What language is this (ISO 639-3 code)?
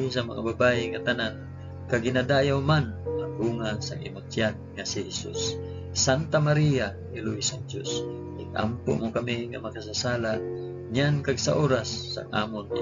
hil